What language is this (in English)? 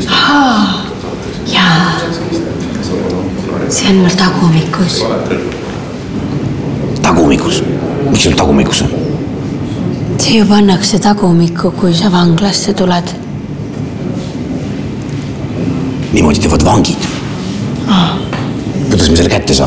Estonian